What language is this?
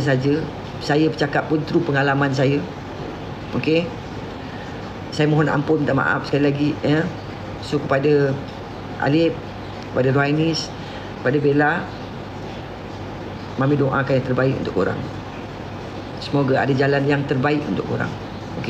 Malay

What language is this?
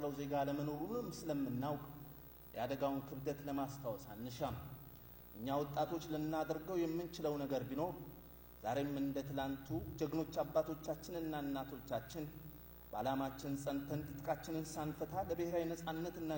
Amharic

